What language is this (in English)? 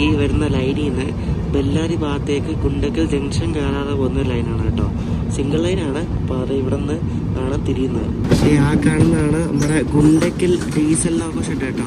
Malayalam